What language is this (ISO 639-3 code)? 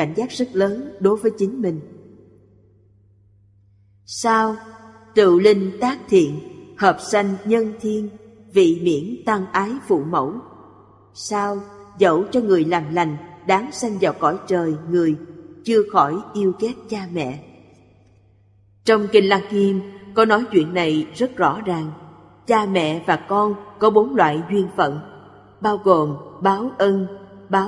vie